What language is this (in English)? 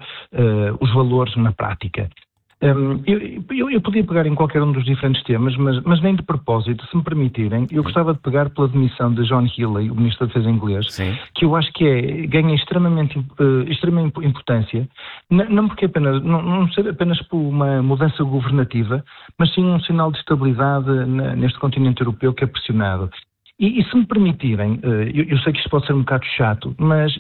Portuguese